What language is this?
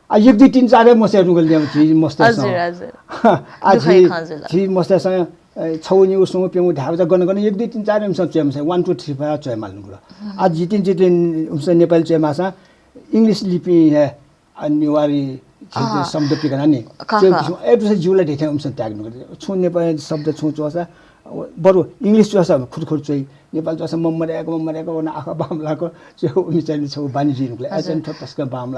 Newari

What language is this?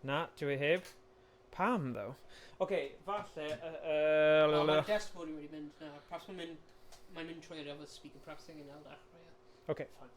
Welsh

